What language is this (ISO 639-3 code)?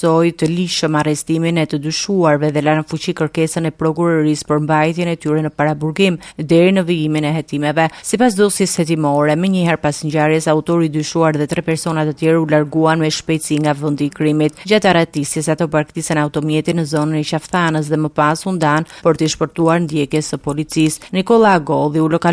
sqi